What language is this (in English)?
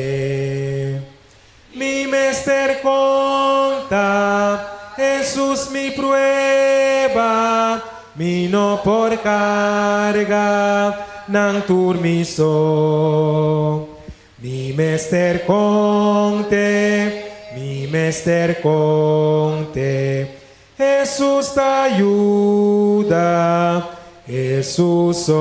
Papiamento